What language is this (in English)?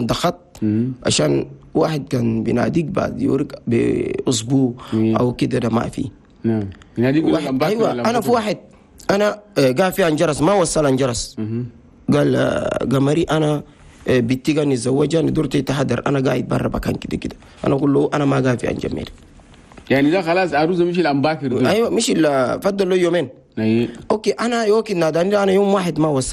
Chadian Arabic